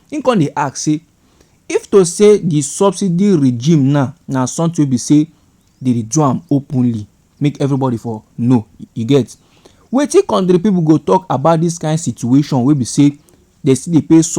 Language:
Nigerian Pidgin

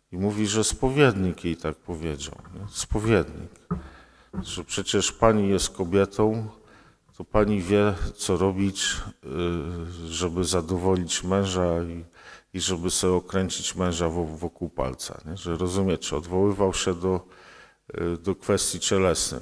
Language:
Polish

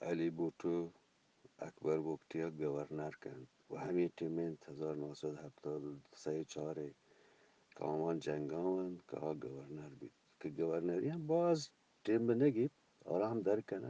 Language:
Eastern Balochi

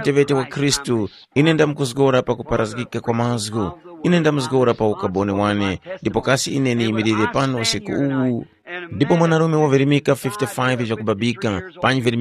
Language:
Tumbuka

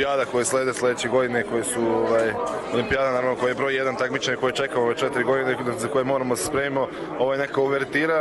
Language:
Serbian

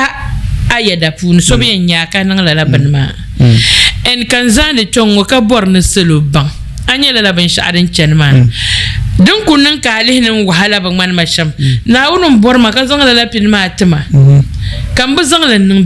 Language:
Dagbani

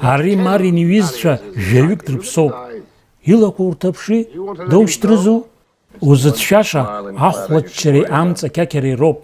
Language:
Abkhazian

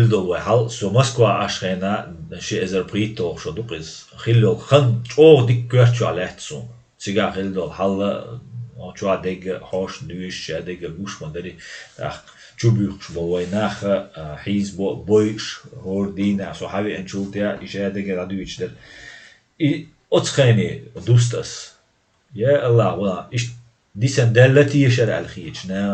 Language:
Chechen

